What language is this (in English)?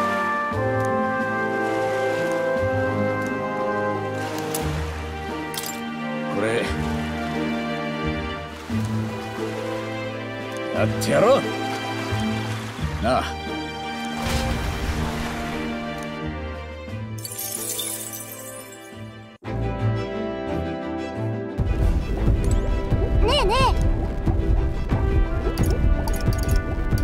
Japanese